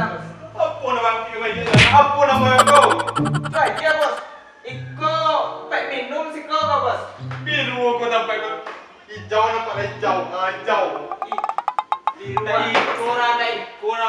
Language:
Minangkabau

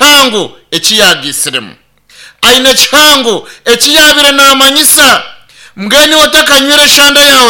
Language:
Nyankole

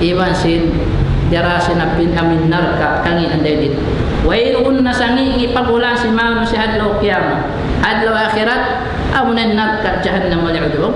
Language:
Tausug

